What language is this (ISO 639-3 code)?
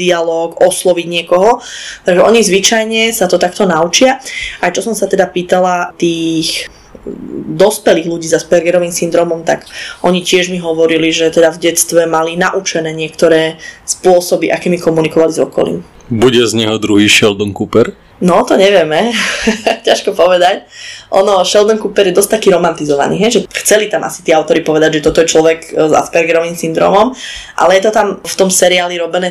slk